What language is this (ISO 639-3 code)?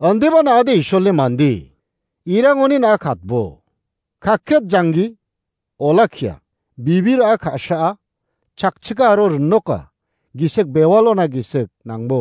grt